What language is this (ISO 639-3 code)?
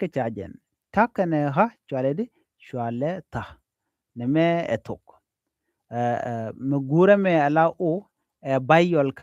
nus